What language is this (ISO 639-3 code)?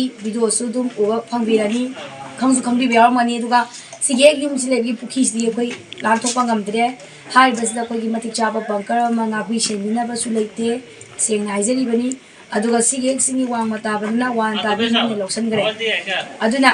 mni